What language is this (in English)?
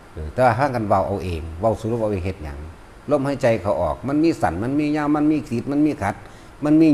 Northeastern Thai